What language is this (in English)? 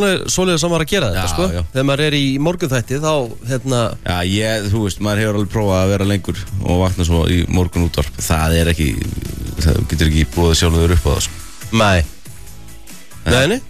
Icelandic